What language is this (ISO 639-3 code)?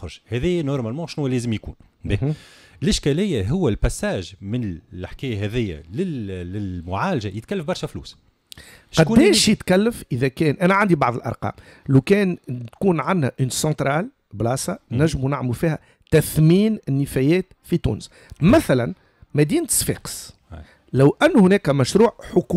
aeb